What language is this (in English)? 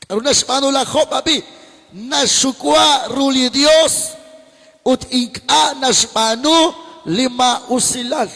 Kekchí